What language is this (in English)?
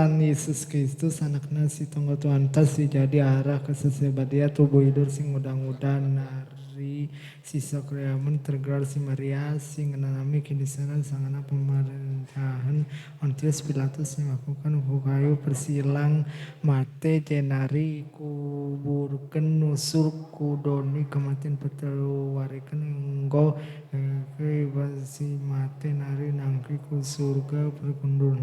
Batak Karo